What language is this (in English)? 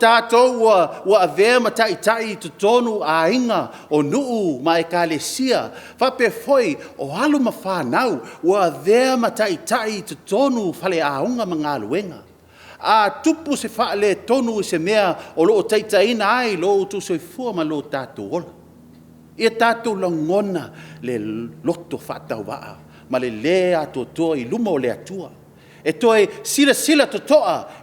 Samoan